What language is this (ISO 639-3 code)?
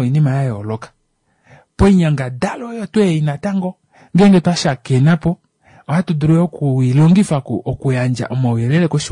kua